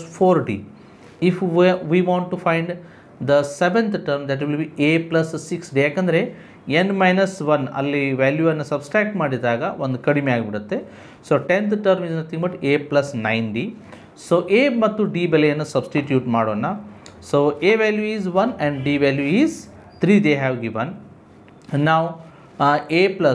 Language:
Kannada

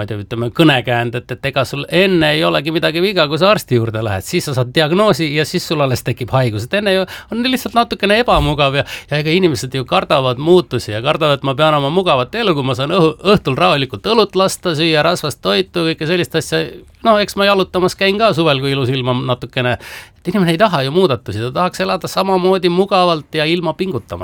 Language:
Estonian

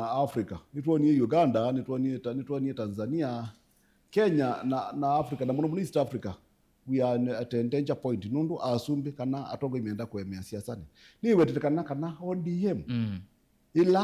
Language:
Kamba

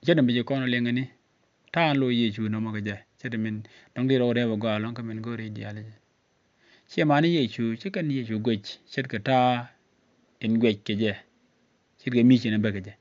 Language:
Nuer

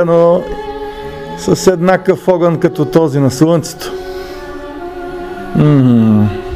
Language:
Bulgarian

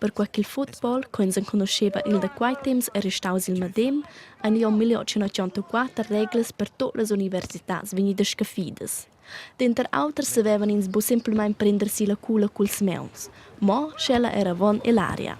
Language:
Romansh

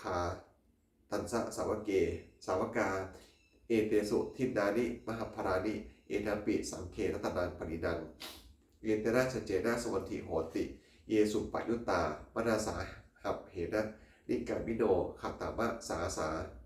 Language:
Pali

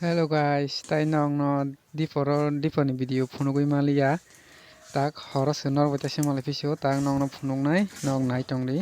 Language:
Kok Borok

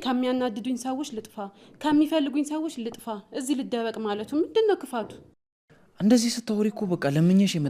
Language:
Amharic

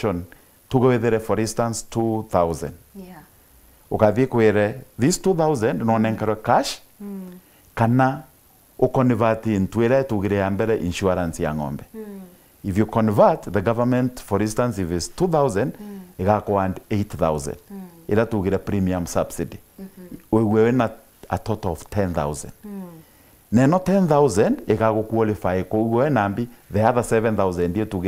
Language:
Meru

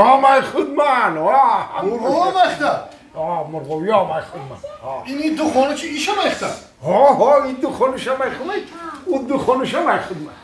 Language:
Tajik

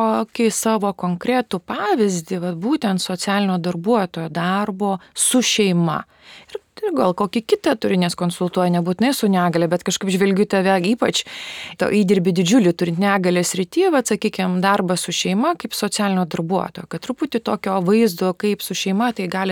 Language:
Lithuanian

